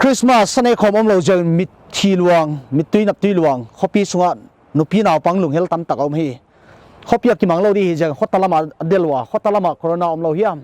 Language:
Paite Chin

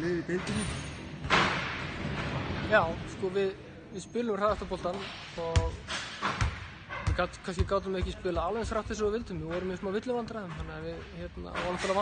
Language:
Icelandic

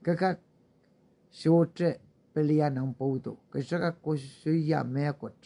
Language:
Pohnpeian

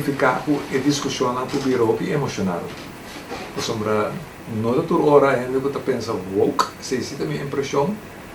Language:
Papiamento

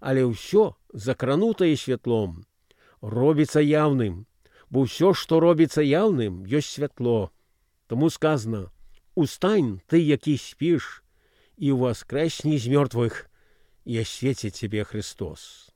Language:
Belarusian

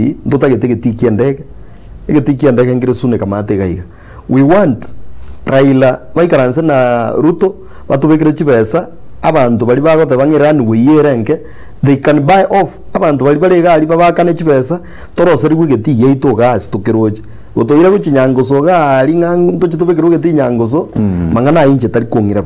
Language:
Gusii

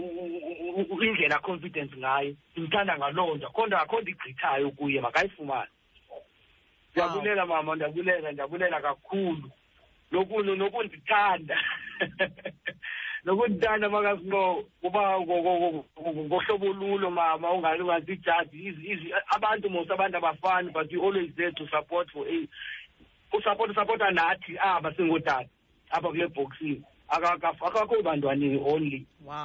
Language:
Xhosa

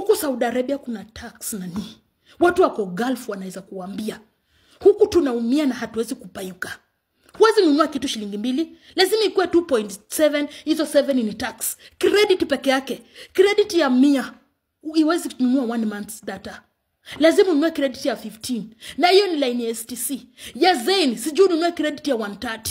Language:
Swahili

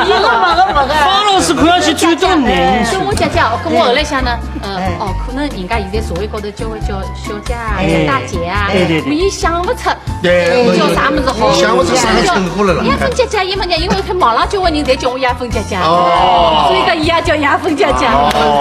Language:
Wu Chinese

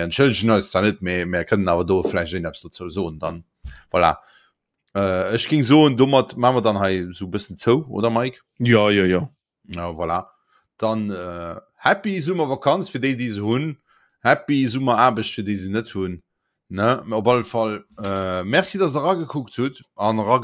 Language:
Luxembourgish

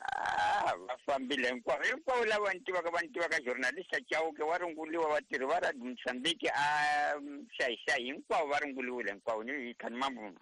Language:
Tsonga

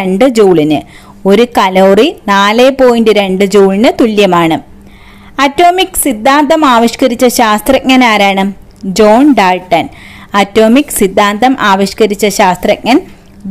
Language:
Malayalam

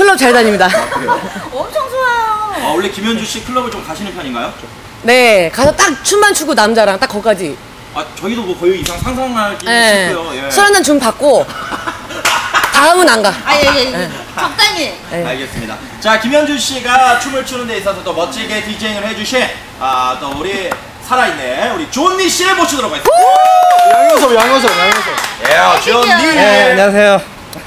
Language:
Korean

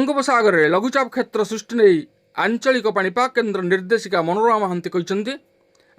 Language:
Odia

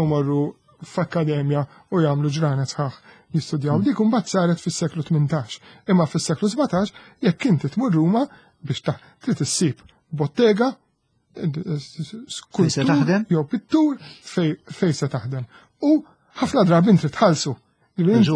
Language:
Maltese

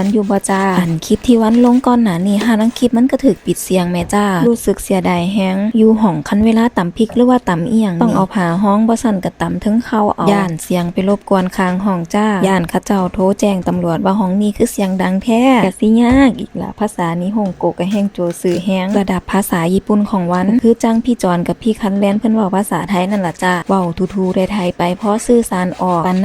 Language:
Lao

